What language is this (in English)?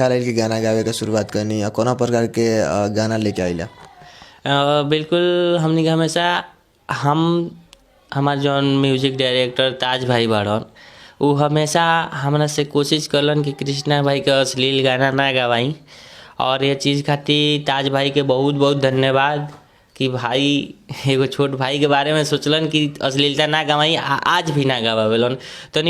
Bhojpuri